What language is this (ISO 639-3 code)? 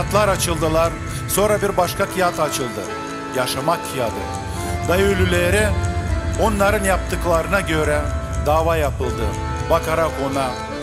gag